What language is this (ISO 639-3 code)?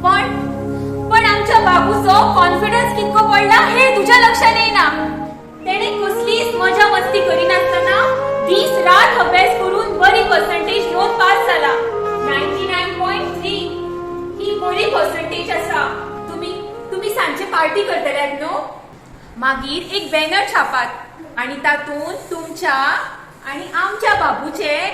kok